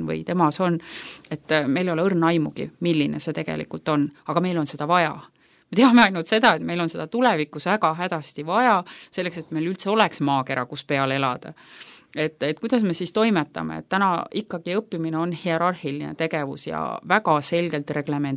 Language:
Estonian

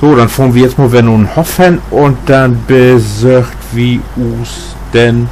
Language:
Low German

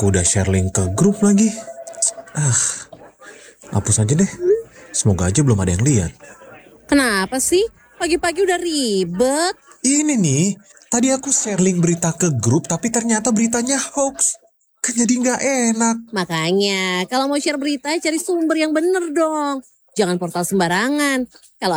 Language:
Indonesian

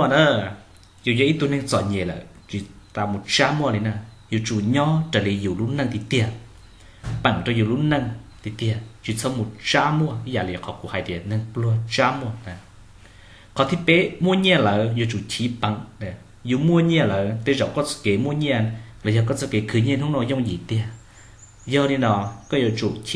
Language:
Hmong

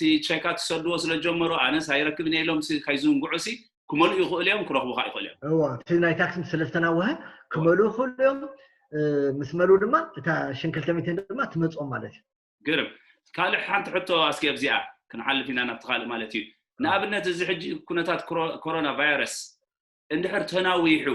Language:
Tigrinya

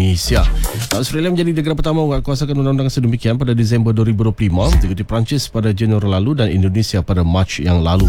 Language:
Malay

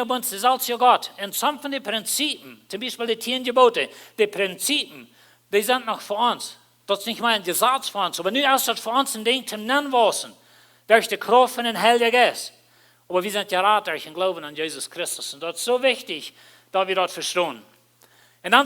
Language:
Plautdietsch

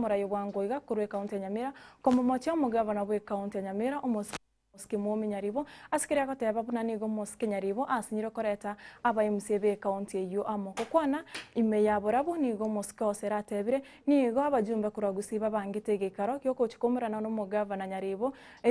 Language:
Gusii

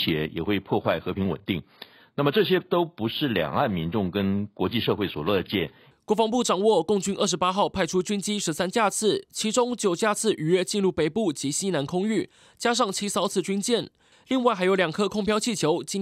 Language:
Chinese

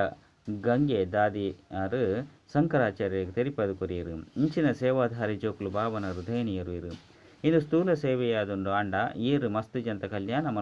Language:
Tulu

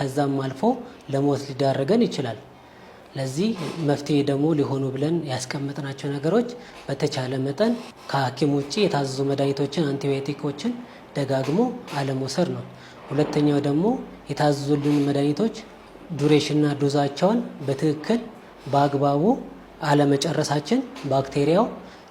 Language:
Amharic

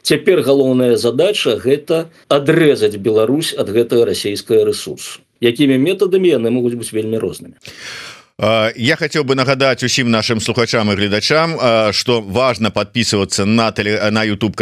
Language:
Belarusian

